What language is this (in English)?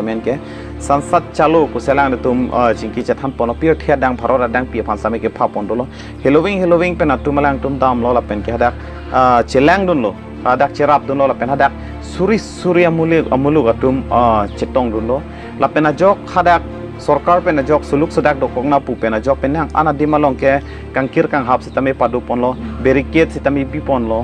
Karbi